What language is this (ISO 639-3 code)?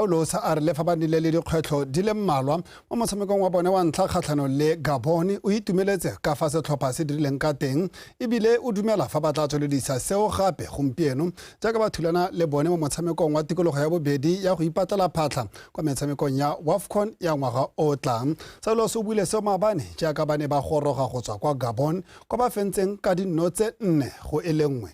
tsn